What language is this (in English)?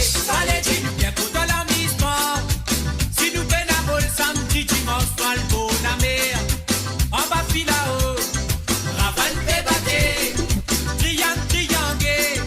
Morisyen